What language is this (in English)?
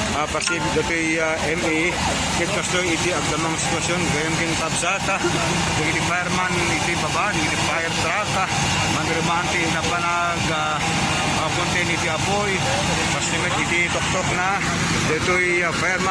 Iloko